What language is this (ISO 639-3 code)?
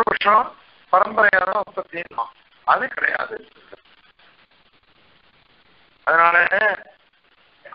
tam